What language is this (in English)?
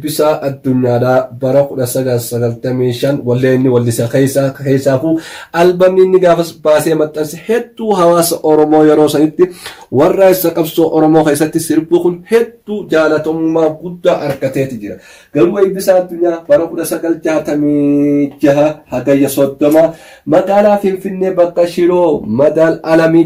Oromo